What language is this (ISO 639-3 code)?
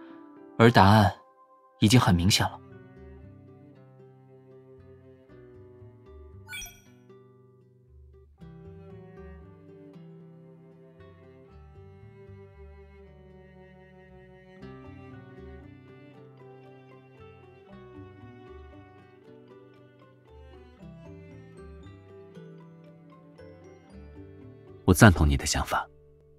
zho